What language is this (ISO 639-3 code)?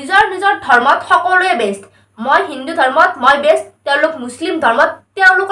asm